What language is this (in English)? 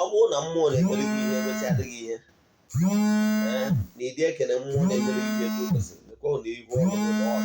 Igbo